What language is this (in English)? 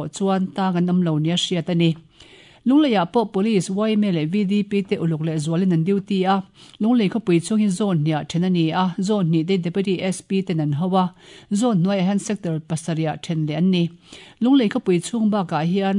Mizo